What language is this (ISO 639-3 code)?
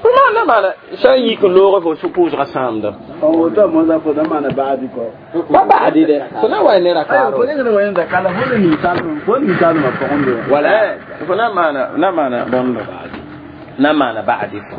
mos